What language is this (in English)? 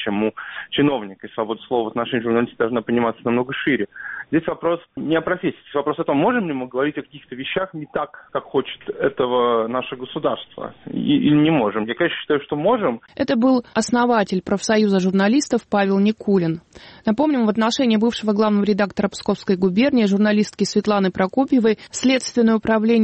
Russian